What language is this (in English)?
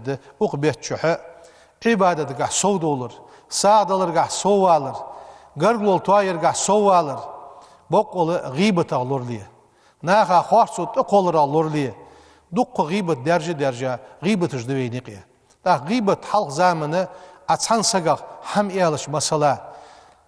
Ingush